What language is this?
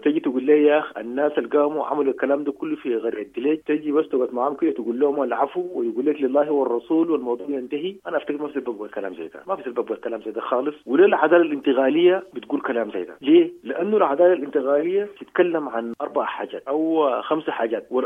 Sudanese Arabic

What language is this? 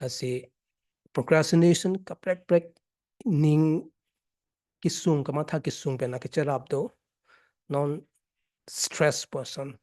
Karbi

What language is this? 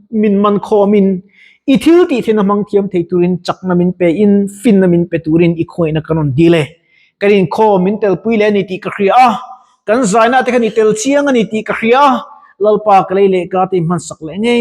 Mizo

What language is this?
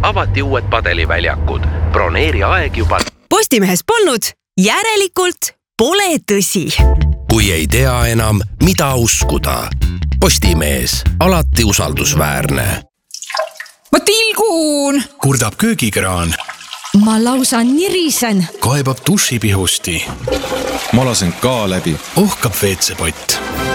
Estonian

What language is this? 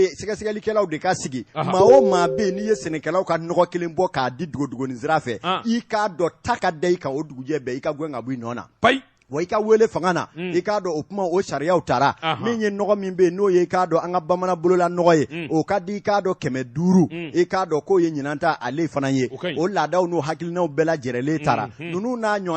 Bambara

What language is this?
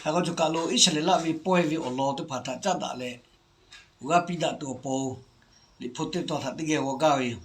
Lahu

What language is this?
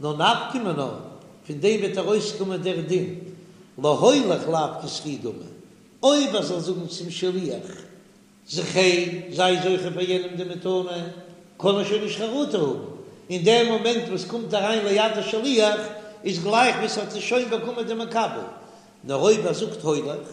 Yiddish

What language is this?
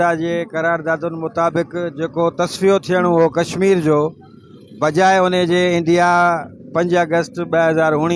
Sindhi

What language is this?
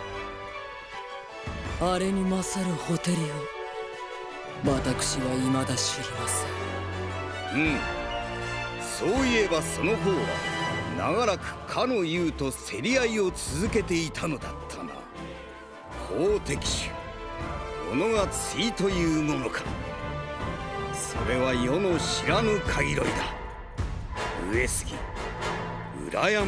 Japanese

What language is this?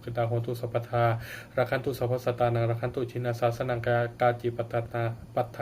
Pali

